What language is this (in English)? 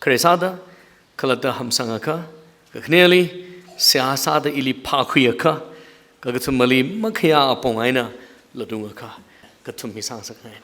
Tangkhul Naga (India)